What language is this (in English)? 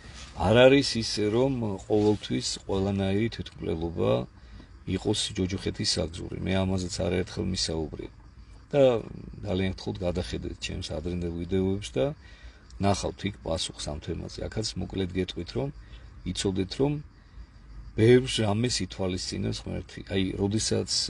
Georgian